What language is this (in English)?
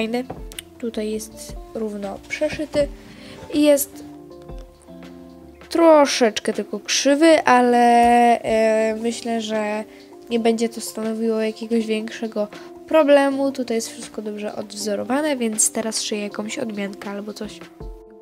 Polish